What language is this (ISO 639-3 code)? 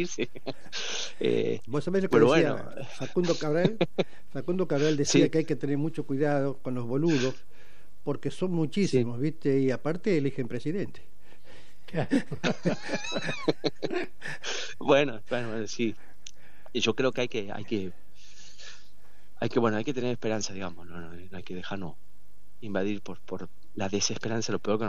spa